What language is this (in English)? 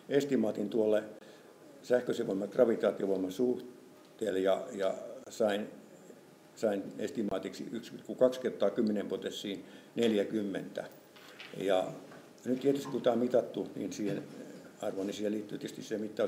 Finnish